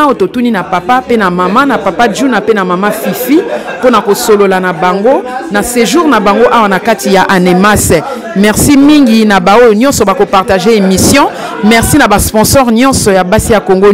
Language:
Lingala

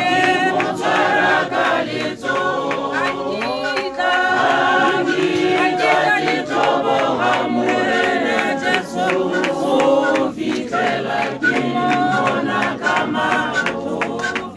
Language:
Tswana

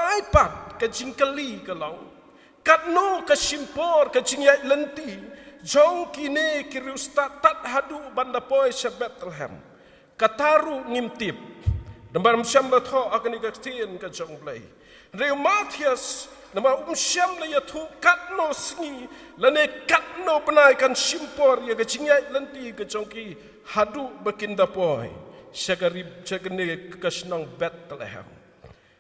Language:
Khasi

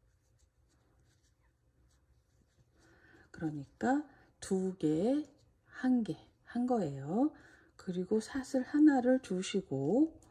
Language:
Korean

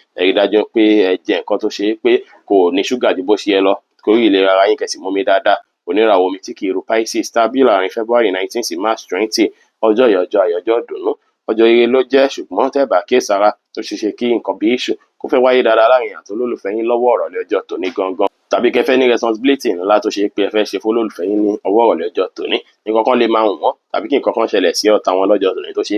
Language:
Yoruba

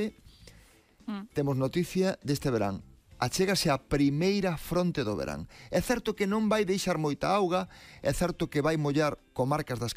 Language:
Galician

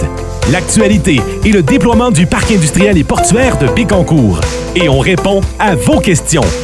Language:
French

